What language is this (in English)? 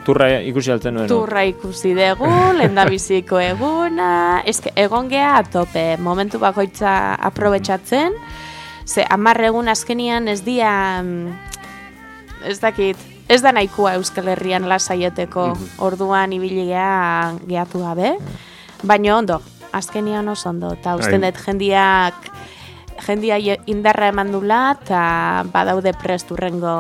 Basque